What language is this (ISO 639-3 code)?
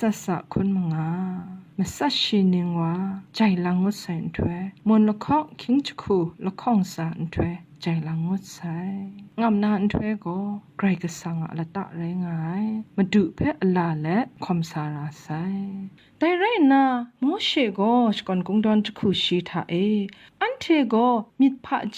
kac